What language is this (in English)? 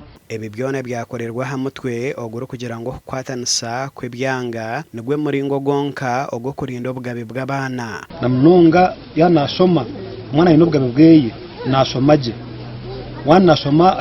Nyankole